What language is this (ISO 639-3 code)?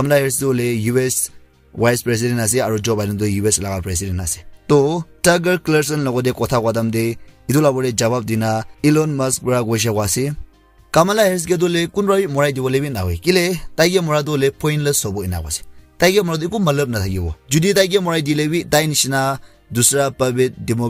nag